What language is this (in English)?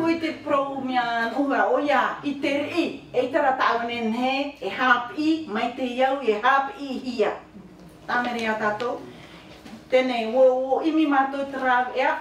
Tahitian